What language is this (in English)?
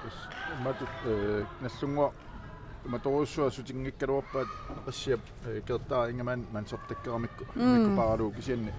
Kalaallisut